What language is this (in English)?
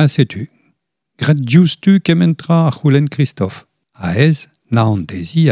Breton